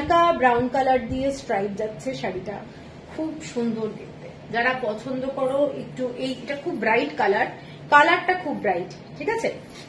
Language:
Bangla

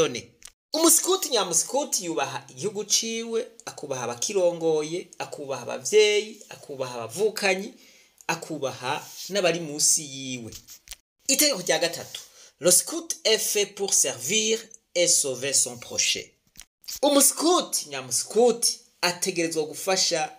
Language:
Rundi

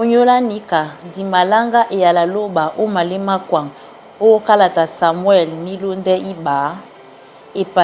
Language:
Duala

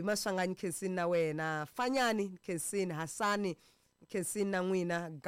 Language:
Tsonga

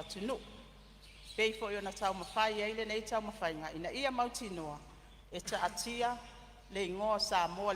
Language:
Samoan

